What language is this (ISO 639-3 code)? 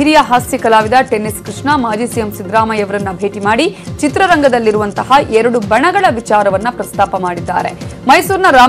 kan